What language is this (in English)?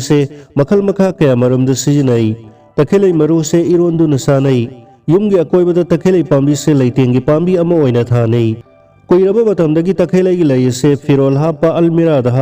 Manipuri